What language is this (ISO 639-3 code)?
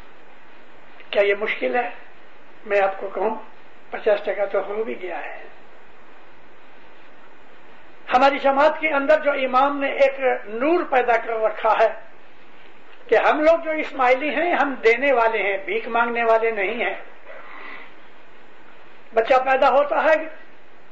urd